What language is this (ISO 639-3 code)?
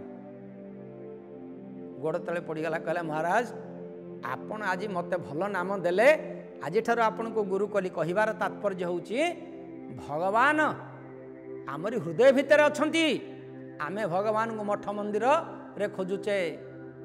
ori